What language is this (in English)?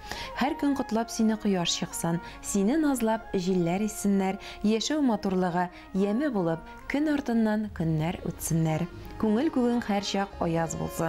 Tatar